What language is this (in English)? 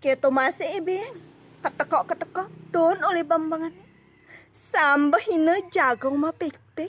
Balinese